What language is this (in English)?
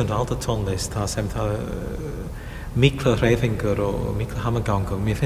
Icelandic